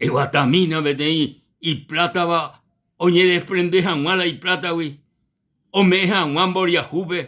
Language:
Guarani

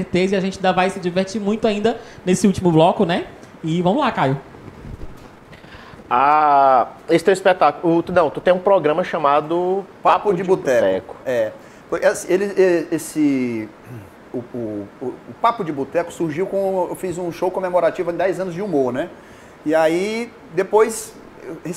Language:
Portuguese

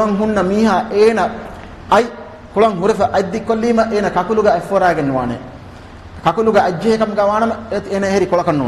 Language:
Divehi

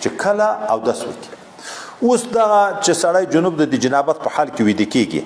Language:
Pashto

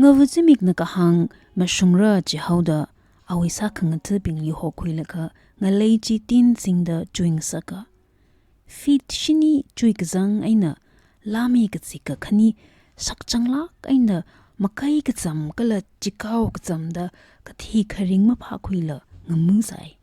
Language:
Tangkhul Naga (India)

